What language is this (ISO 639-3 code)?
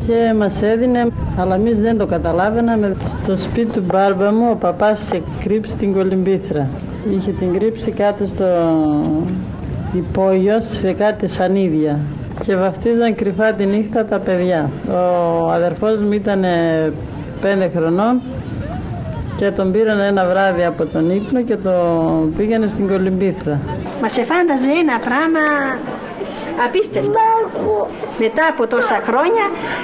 ell